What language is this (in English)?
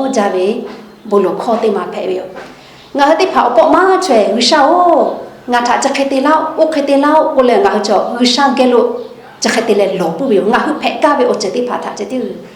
Lahu